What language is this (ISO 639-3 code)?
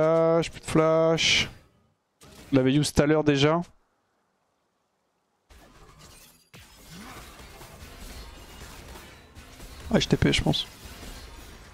fra